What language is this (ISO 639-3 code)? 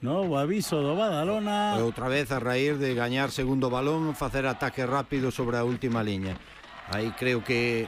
glg